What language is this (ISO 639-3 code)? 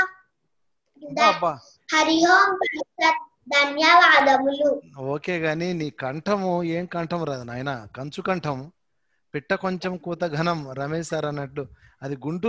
tel